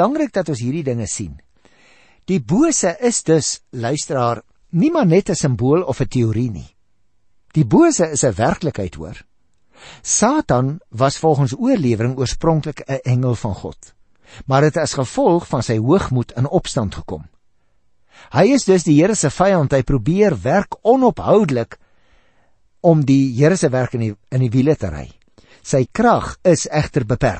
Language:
Afrikaans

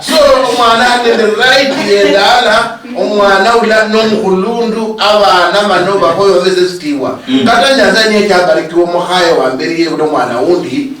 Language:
Luyia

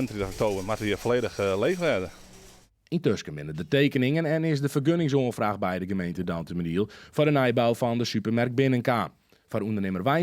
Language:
Western Frisian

